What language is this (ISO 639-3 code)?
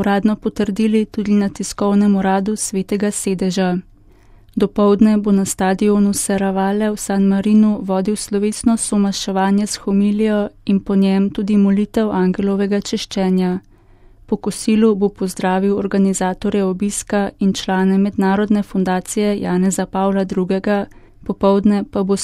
slv